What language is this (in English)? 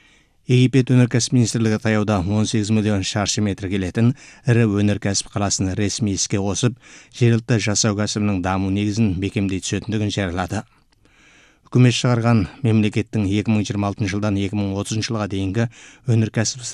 Kazakh